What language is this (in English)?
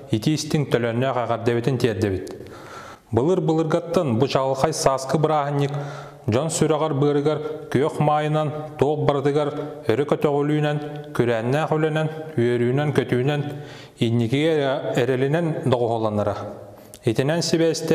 Yakut